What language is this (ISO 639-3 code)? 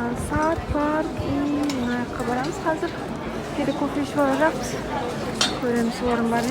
kaa